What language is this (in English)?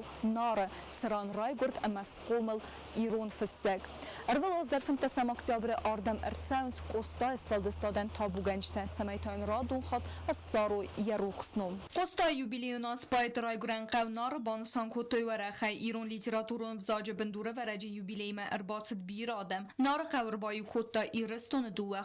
Ossetic